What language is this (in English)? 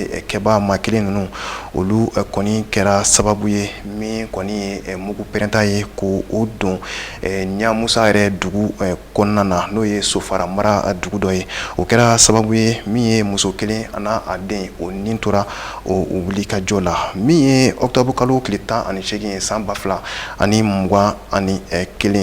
Bambara